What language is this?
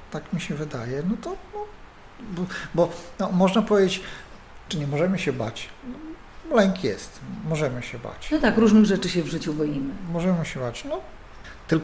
Polish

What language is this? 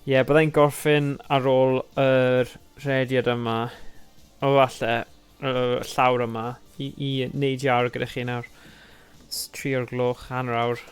Welsh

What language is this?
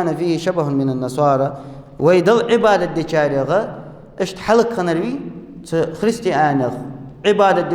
Ingush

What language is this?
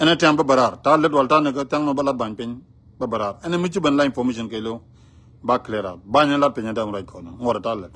Nuer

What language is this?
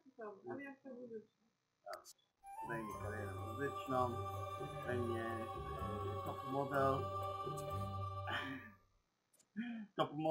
Polish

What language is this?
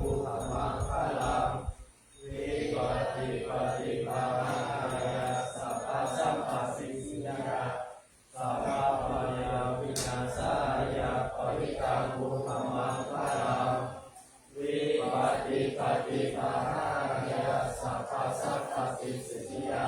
Pali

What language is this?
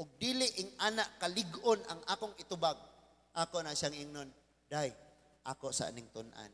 Cebuano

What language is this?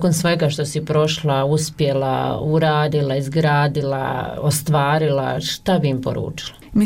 Bosnian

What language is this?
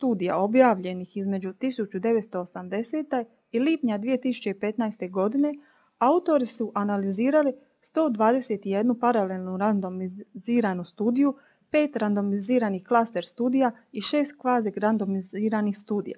Croatian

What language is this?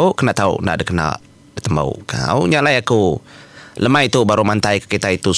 Iban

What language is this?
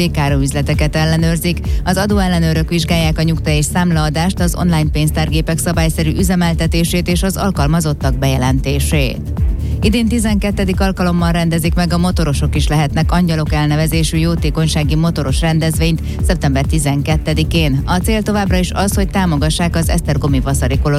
Hungarian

